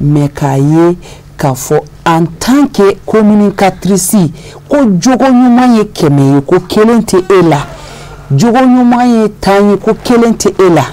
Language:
Bambara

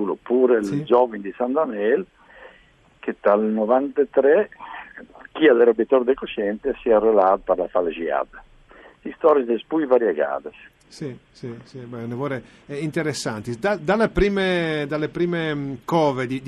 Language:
Friulian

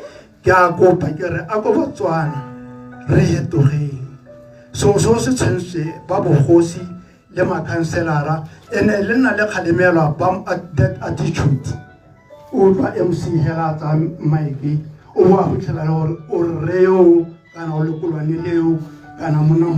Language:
Tswana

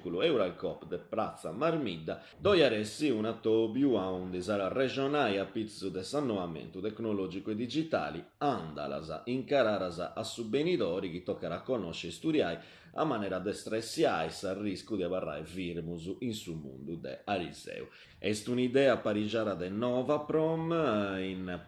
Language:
Sardinian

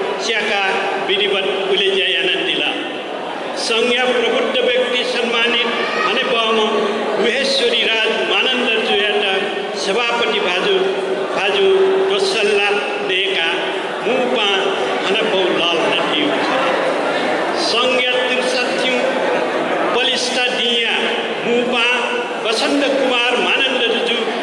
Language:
Newari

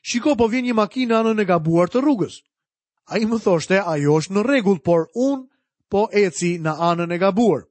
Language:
Albanian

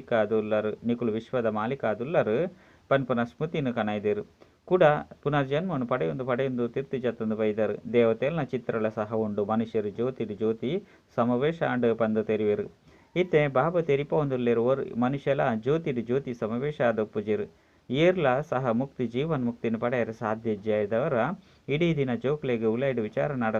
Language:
Tulu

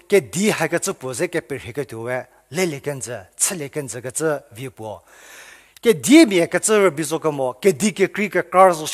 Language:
Angami Naga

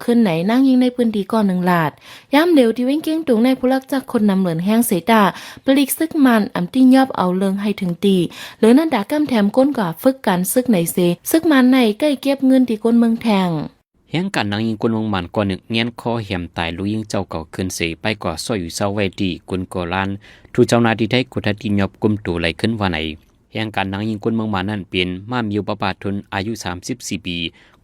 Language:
Shan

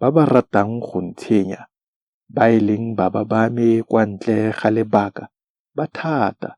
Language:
Tswana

